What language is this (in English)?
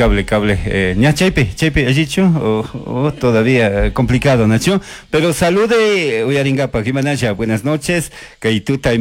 Chimborazo Highland Quichua